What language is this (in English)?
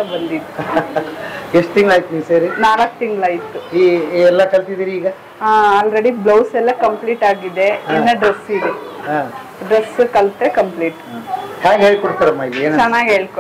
Kannada